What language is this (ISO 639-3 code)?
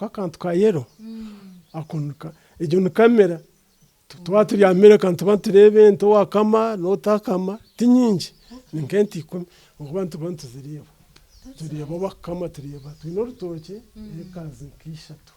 nyn